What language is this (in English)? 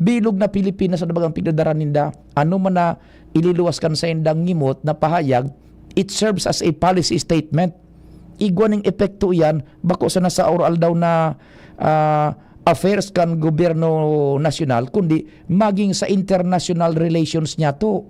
Bikol